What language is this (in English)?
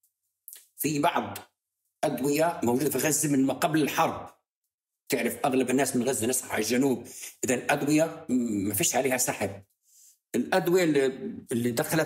North Levantine Arabic